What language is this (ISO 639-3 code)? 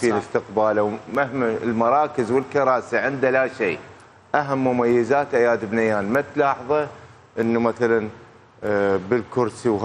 acm